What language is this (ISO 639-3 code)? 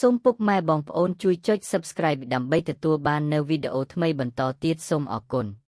khm